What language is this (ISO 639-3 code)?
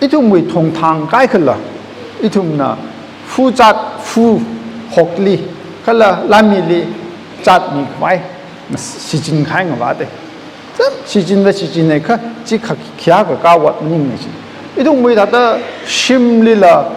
nmf